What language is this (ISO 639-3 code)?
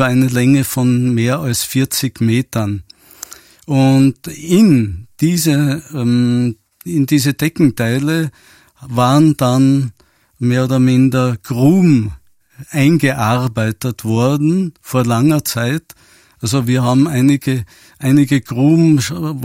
deu